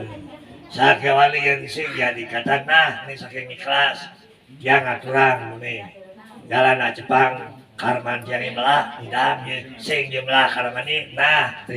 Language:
Balinese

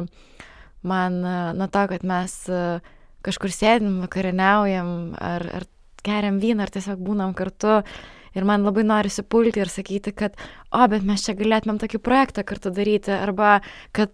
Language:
Lithuanian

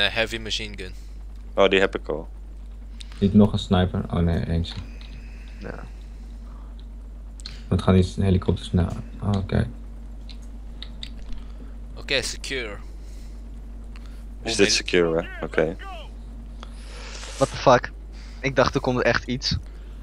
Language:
Dutch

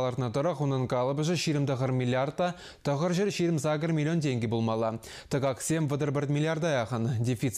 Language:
Chuvash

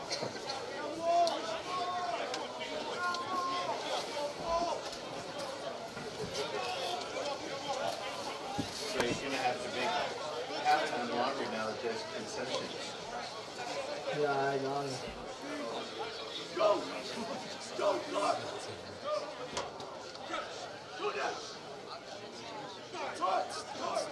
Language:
English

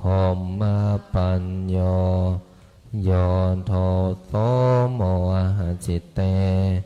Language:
Pali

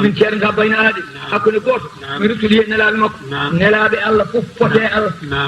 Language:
Fula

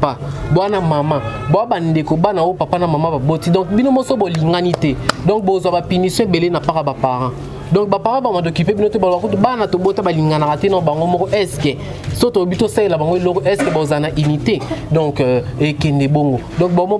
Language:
Lingala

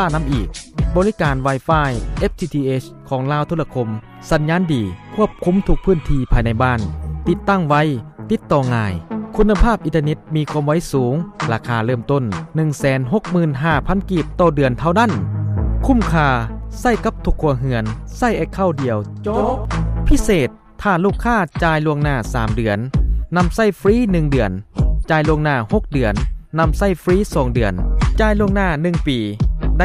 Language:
Lao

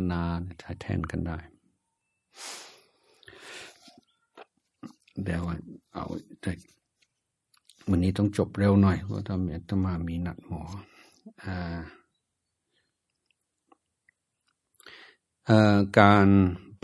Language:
Thai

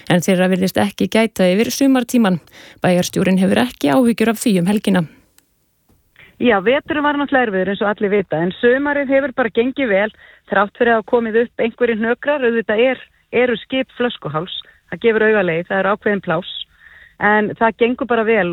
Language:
Icelandic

